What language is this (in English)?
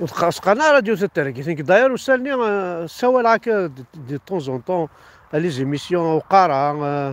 Kabyle